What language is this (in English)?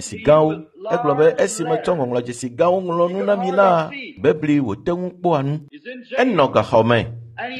Ewe